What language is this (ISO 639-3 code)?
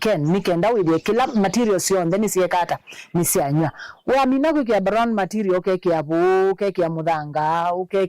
kam